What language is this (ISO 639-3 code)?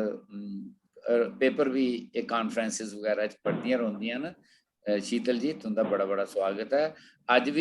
doi